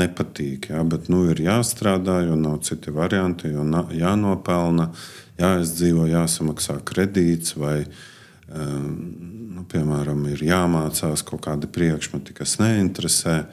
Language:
Latvian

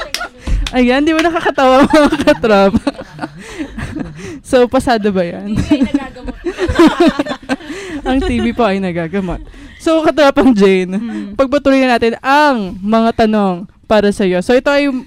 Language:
Filipino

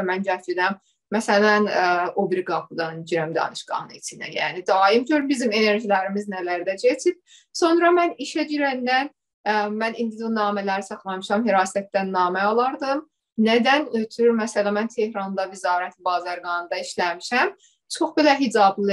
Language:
South Azerbaijani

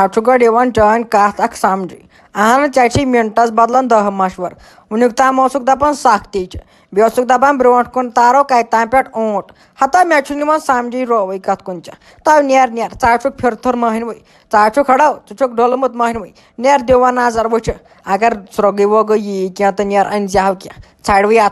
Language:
Kashmiri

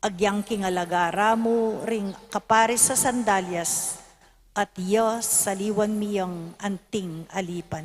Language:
Pampanga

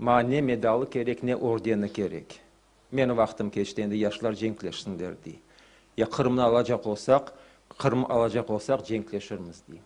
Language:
Crimean Tatar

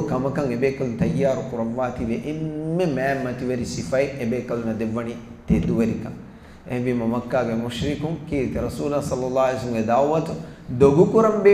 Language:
Divehi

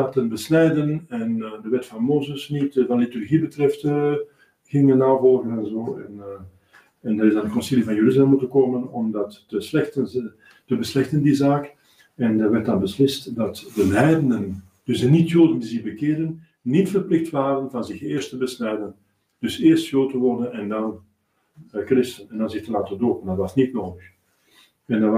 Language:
Dutch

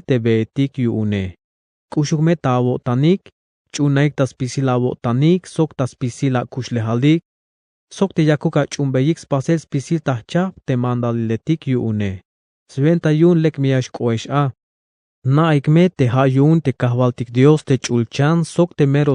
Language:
Tzeltal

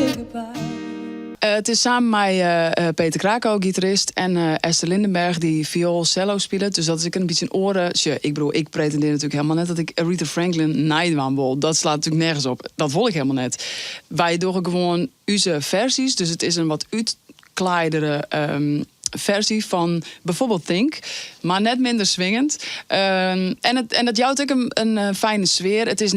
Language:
Western Frisian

